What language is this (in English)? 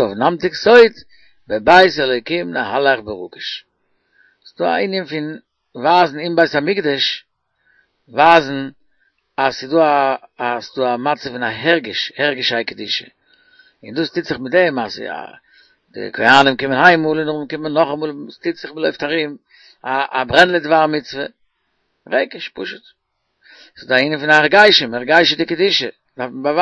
Yiddish